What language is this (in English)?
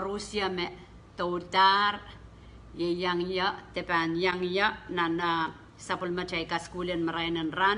Pohnpeian